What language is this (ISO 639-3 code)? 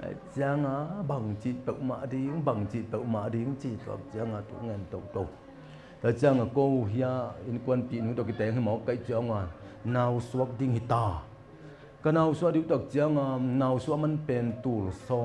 ctd